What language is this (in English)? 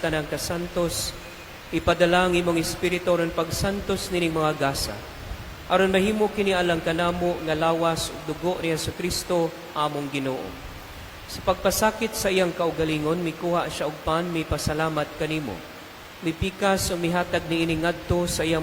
Cebuano